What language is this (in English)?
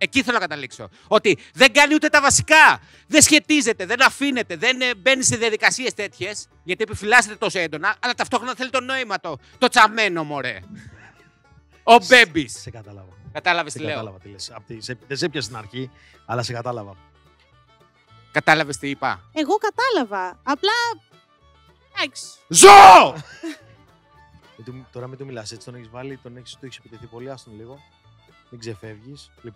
Greek